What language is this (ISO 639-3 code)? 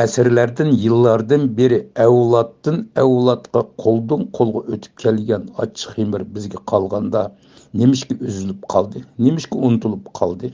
uig